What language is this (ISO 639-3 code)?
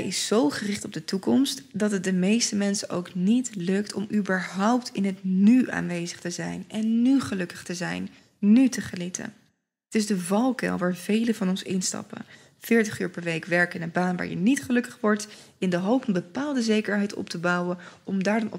nld